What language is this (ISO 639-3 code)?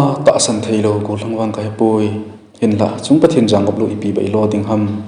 tcz